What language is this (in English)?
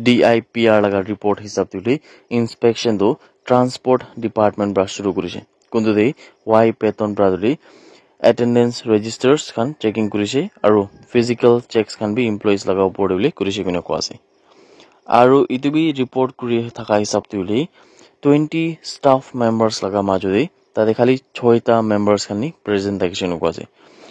Naga Pidgin